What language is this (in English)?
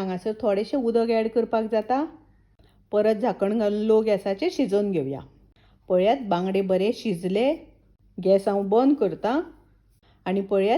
Konkani